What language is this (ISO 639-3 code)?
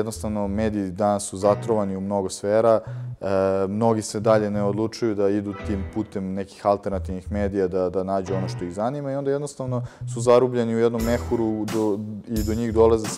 srp